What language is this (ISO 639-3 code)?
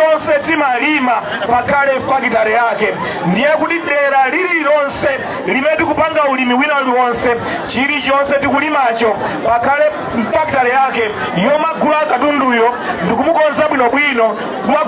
nya